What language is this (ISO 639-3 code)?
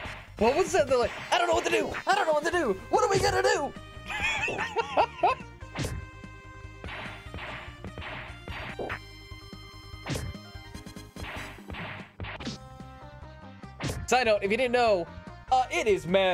eng